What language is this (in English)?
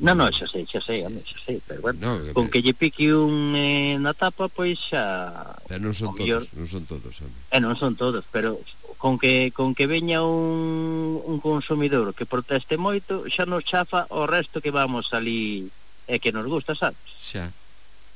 Galician